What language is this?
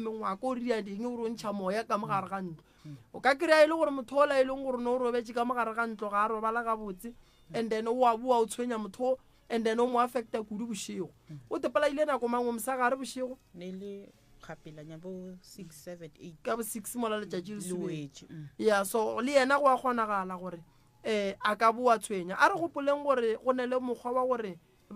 Northern Sotho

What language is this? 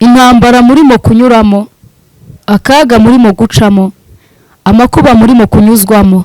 Kinyarwanda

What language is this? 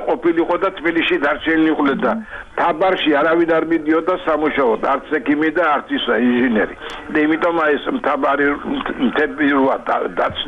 Georgian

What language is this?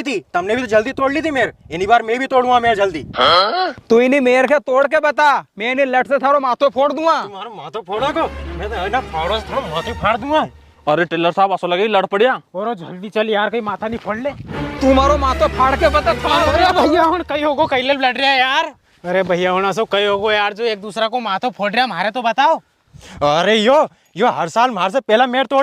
Rajasthani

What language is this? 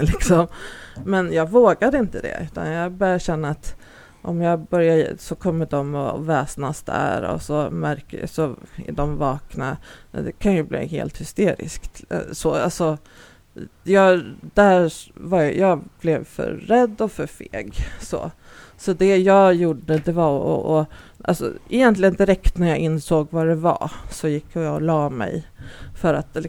Swedish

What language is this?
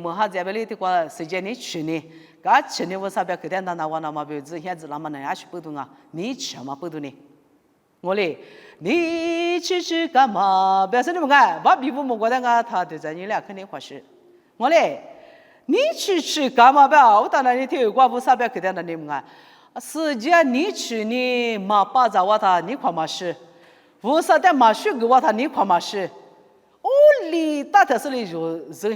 Lisu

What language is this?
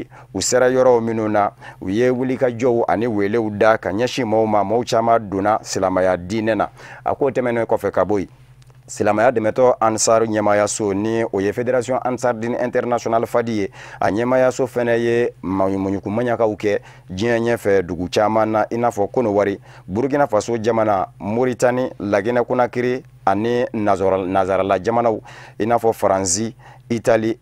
Bambara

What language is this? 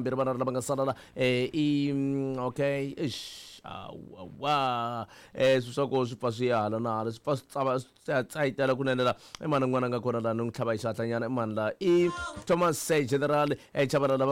Tsonga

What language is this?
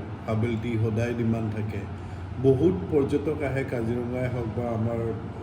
Assamese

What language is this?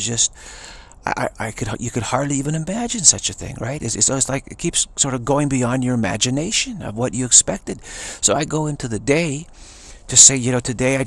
English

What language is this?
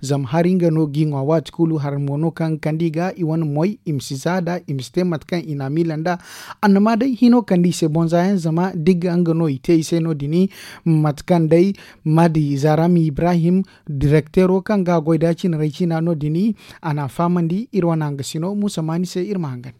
Zarma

